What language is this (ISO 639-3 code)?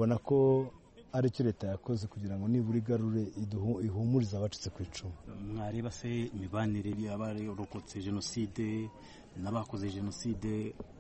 kin